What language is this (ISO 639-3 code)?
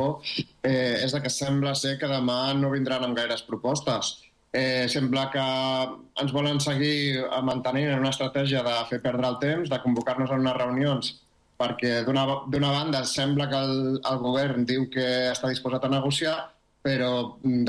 cat